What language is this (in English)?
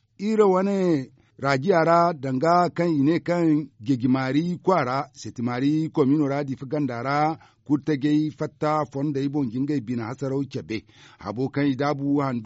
Zarma